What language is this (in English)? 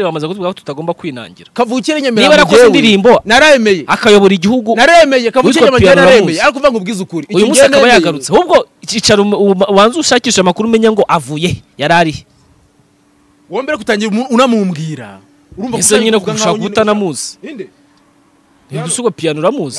Kinyarwanda